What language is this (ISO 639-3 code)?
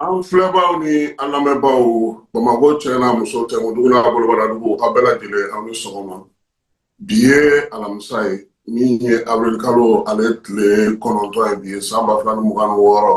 bam